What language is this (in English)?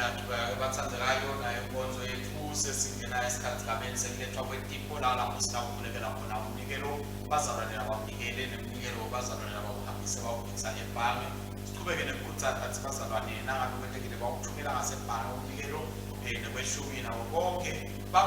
Swati